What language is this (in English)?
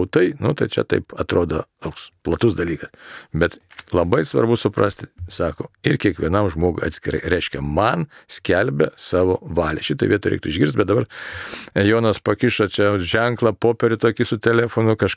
Lithuanian